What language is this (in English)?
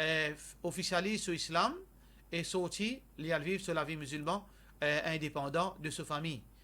Morisyen